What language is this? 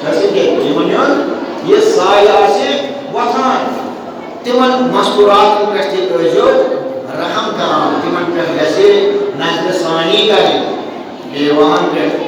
Kashmiri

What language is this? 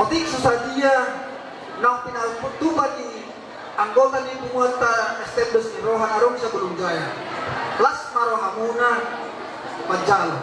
Batak Toba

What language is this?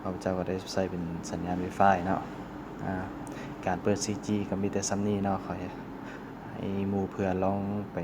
Lao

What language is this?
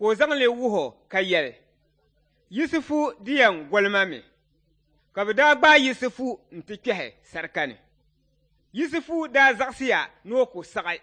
Dagbani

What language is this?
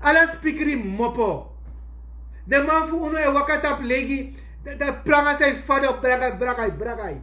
Sranan Tongo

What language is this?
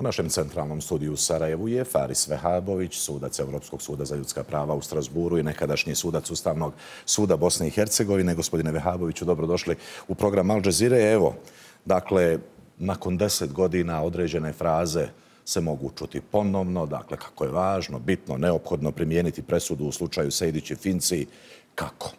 Bosnian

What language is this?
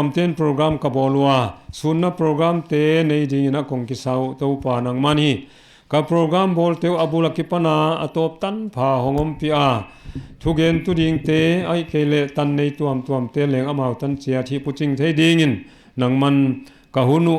Paite Chin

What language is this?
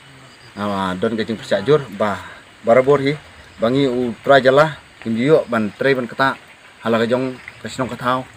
Khasi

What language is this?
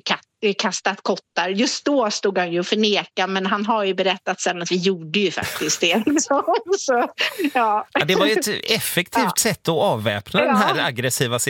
Swedish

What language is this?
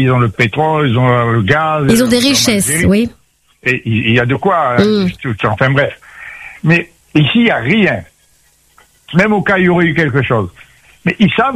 French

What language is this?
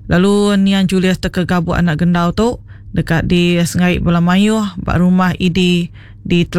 Iban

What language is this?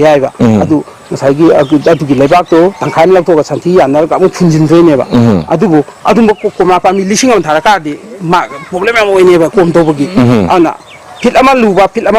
Manipuri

